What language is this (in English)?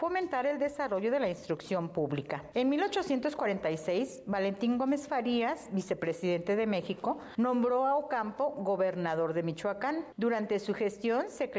Spanish